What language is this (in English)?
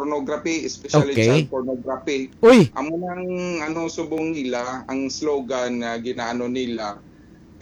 Hiligaynon